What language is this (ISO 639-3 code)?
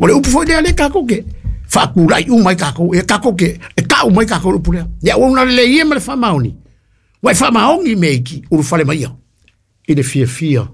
smo